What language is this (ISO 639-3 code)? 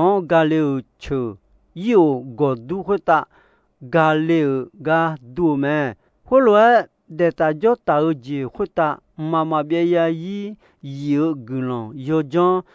ahk